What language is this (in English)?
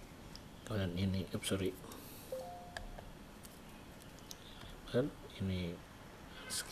Indonesian